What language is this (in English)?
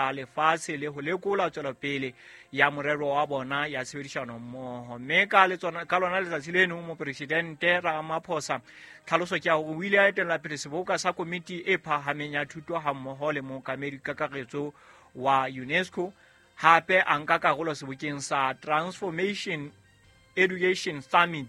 Southern Sotho